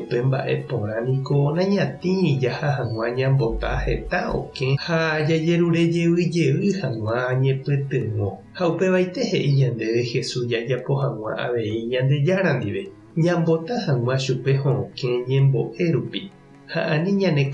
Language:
Guarani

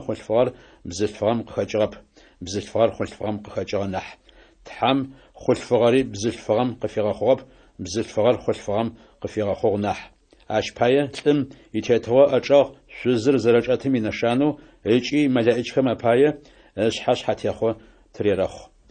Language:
Adyghe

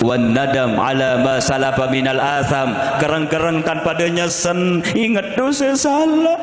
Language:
Sasak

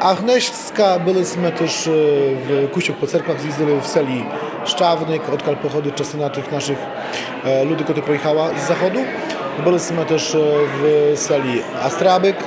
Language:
Rusyn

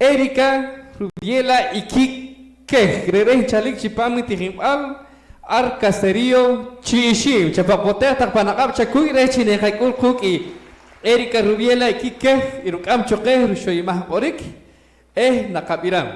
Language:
Poqomchi'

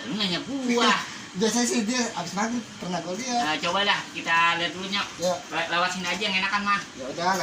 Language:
Betawi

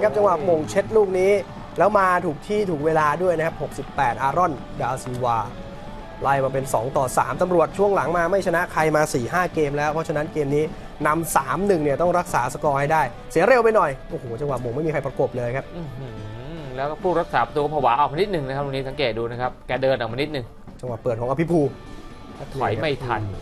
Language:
Thai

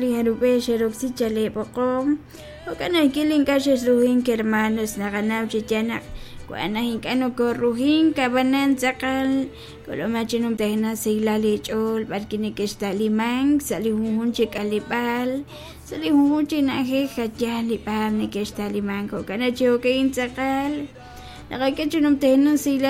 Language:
Kekchí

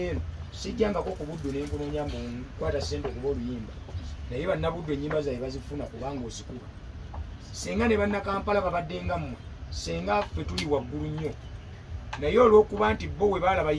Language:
Ganda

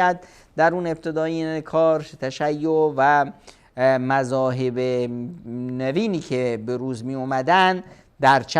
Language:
Persian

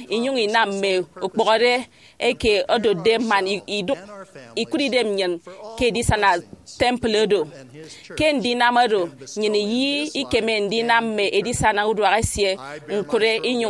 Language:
Efik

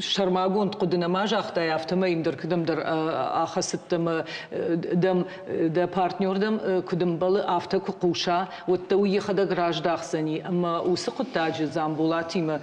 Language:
Ossetic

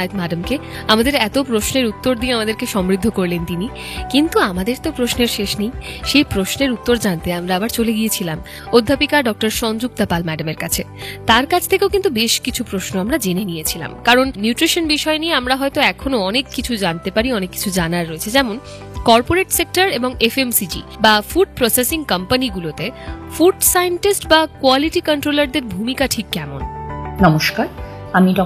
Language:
Bangla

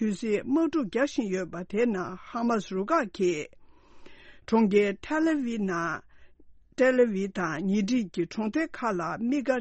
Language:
Tibetan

